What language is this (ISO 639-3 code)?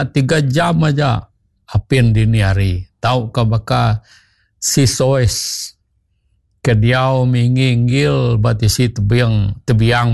iba